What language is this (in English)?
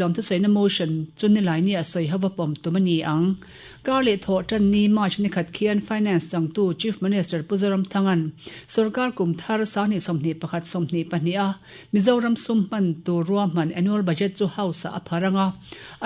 Mizo